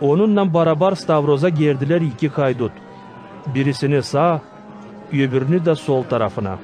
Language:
Gagauz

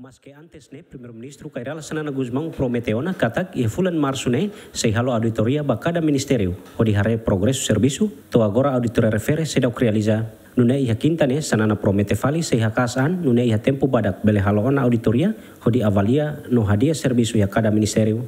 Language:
Tetum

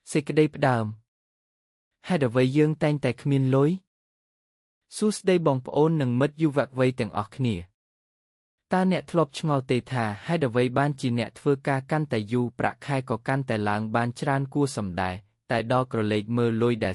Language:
Khmer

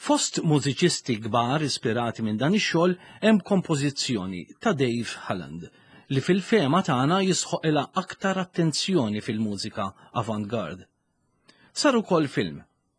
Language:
Maltese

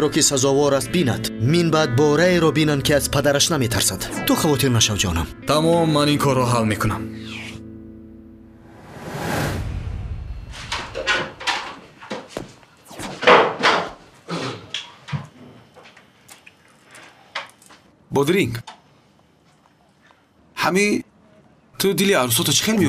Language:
Persian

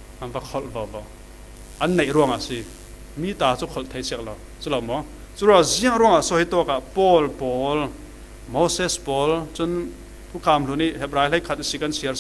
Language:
Falam Chin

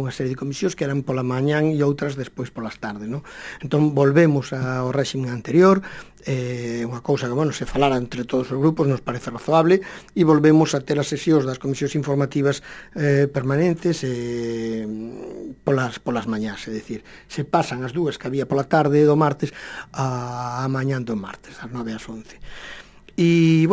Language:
Galician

